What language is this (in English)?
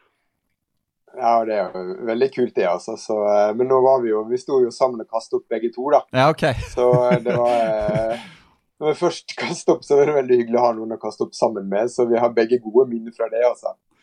Norwegian